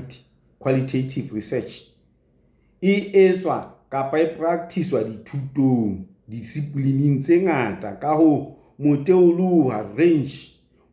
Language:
Southern Sotho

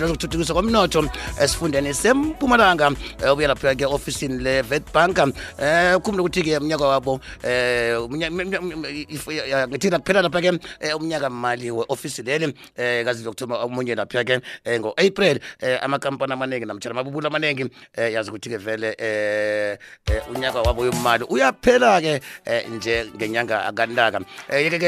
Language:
South Ndebele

